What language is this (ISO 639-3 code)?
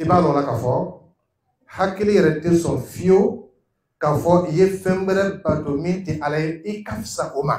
dyu